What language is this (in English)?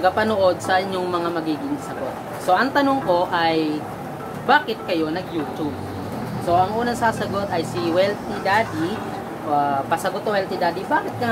Filipino